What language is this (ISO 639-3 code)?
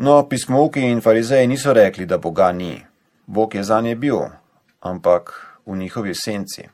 slv